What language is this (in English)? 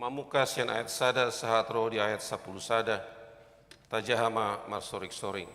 Batak Toba